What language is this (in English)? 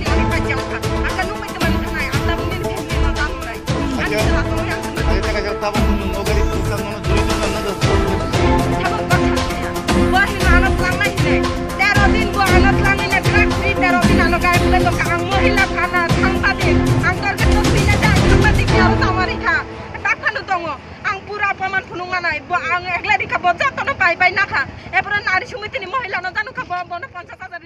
Kok Borok